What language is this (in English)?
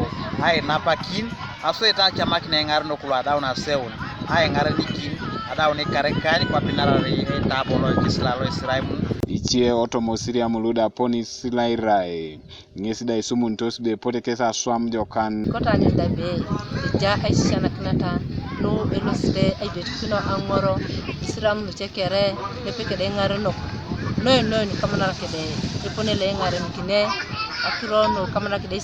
Teso